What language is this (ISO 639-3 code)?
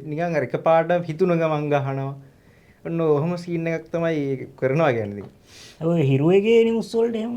sin